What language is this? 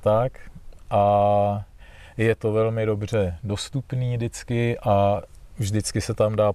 Czech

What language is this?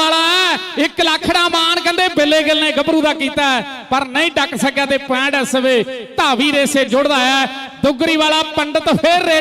Punjabi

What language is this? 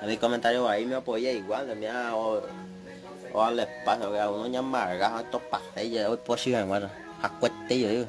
Guarani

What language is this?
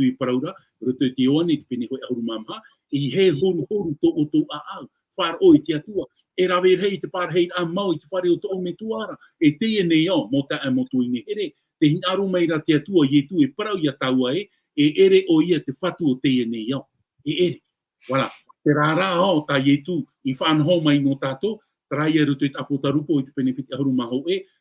Tahitian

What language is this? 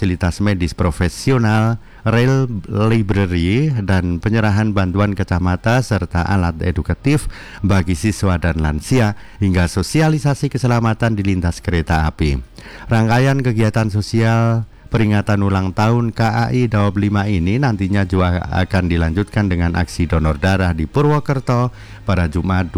Indonesian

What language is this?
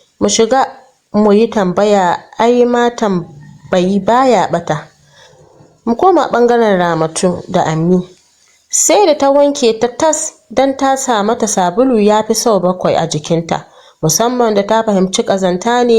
Hausa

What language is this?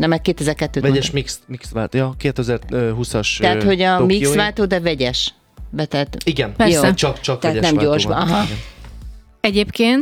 Hungarian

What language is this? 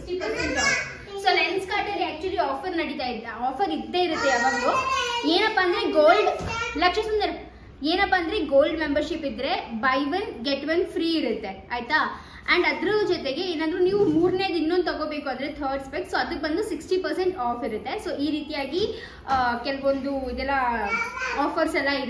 Kannada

